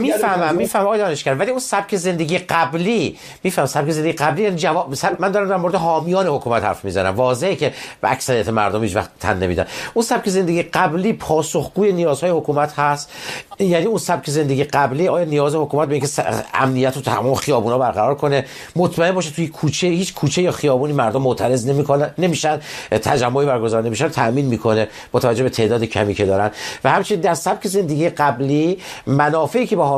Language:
Persian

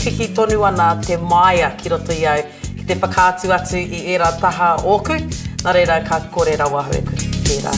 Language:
Māori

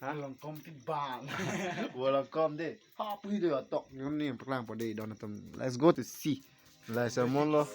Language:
Karbi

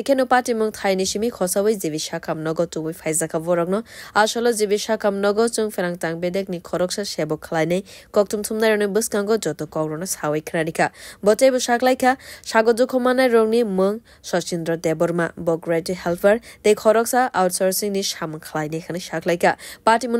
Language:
Kok Borok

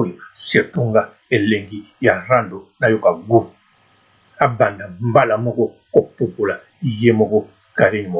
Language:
Lingala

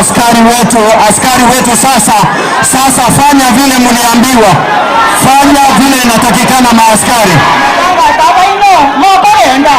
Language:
Gusii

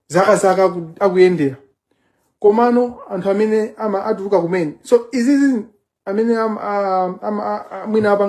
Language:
Nyanja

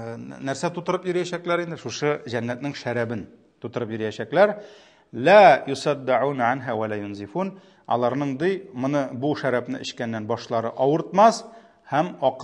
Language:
Tatar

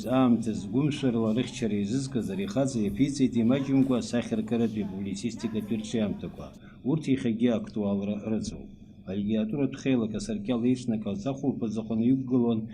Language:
Abkhazian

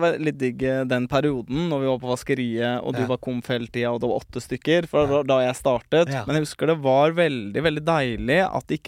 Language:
Norwegian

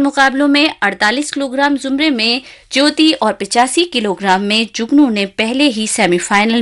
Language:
Urdu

